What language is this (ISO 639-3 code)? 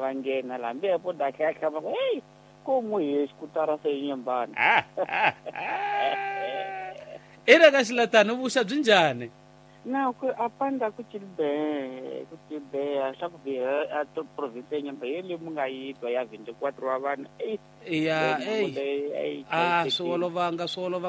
tso